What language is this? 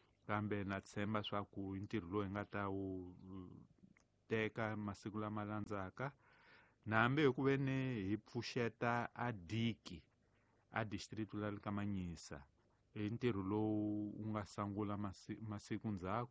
Tsonga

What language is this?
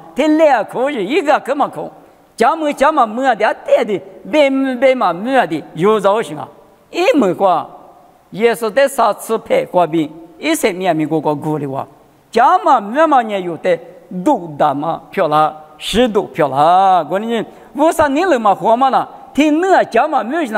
Lisu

